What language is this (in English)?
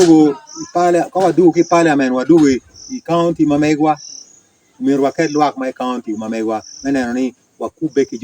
Acoli